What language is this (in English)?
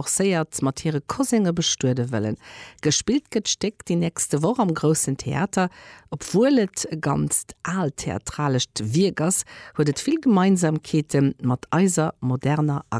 Luxembourgish